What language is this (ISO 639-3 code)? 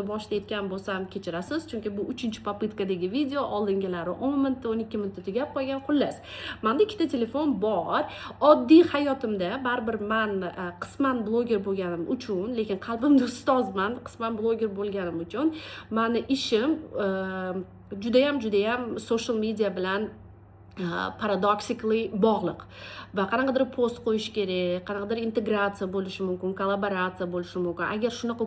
uzb